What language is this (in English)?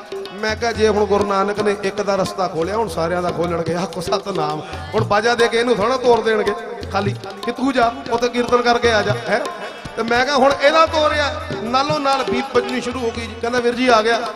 Punjabi